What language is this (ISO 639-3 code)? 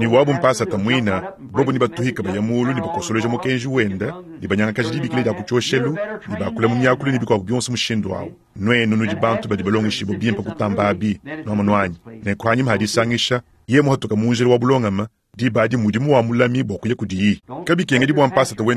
lua